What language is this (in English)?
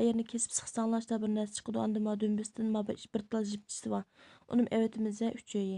Uyghur